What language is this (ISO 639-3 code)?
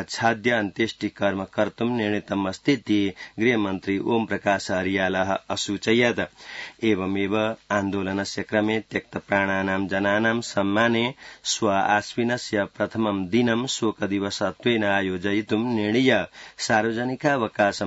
san